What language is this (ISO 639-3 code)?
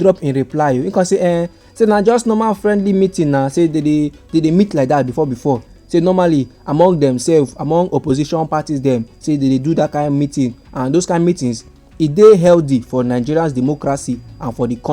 pcm